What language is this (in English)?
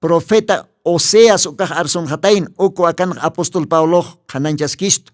Aymara